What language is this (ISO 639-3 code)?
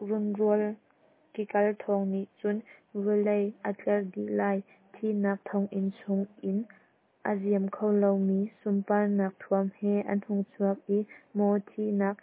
cnh